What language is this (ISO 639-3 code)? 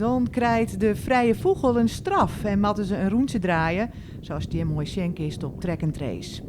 fry